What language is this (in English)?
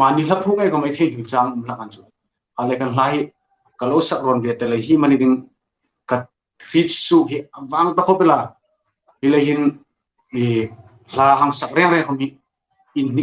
Hmar